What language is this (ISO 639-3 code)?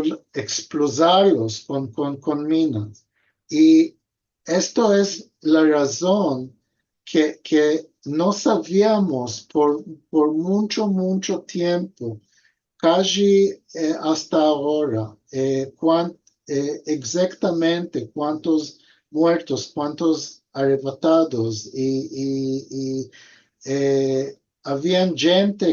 lad